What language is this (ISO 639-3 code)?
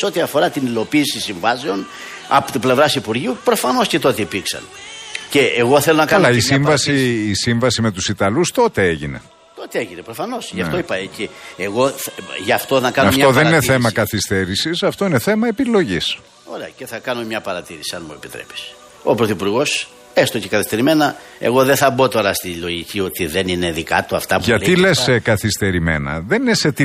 ell